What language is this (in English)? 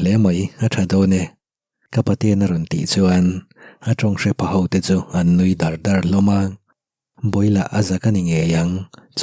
Mizo